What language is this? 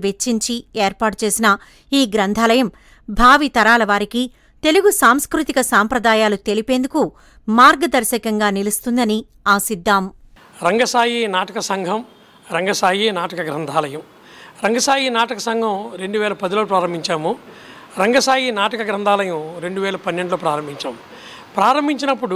Telugu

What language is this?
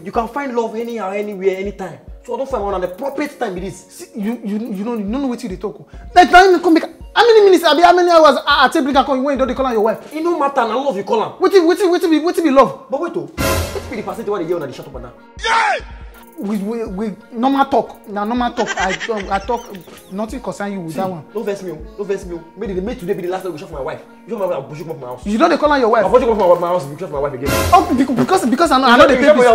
Nigerian Pidgin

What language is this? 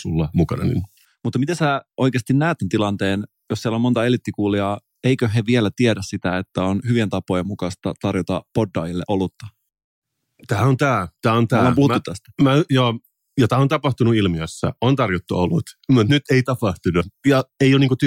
Finnish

